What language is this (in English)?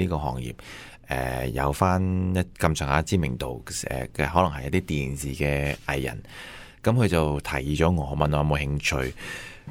Cantonese